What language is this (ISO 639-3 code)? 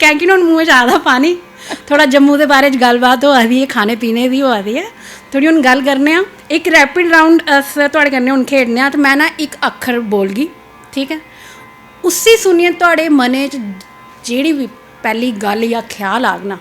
doi